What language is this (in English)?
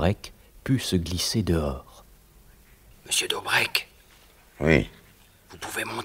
French